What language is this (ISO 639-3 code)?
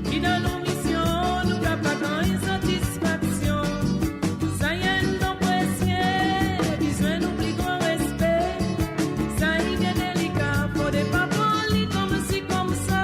mfe